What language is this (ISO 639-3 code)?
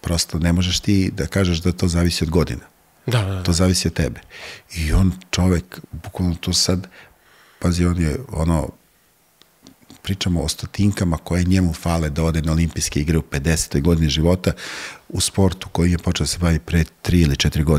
srp